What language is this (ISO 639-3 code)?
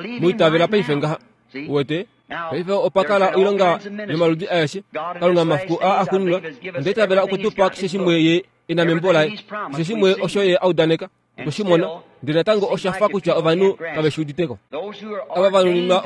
kua